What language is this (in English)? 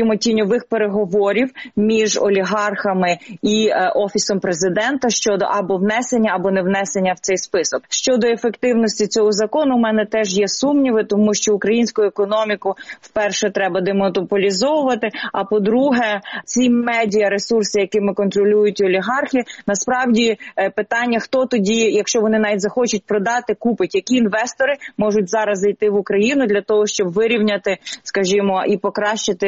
Ukrainian